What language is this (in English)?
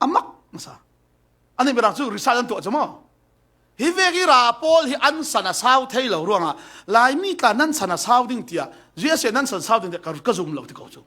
Falam Chin